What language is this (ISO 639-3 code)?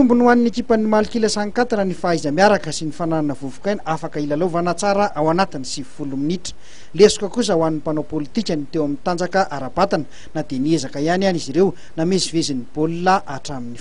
mlg